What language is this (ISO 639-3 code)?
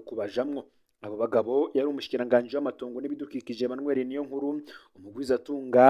run